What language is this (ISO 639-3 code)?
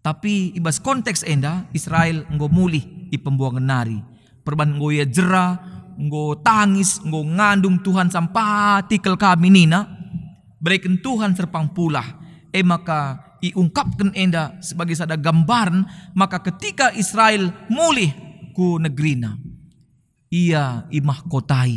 btx